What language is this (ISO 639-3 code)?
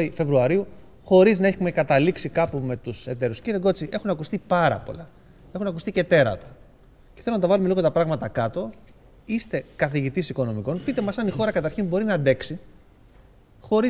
ell